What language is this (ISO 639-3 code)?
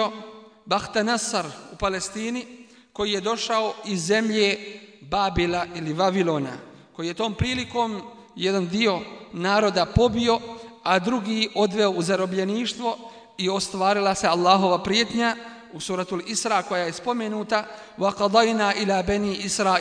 bos